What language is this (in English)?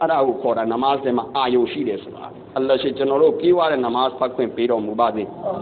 Burmese